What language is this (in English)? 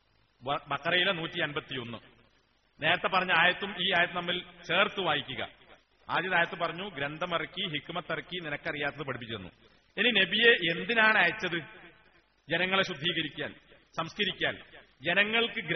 Malayalam